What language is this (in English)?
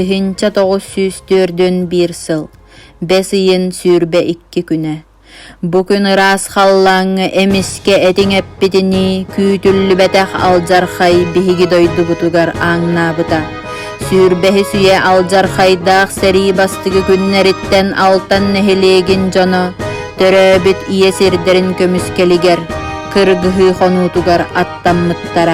Yakut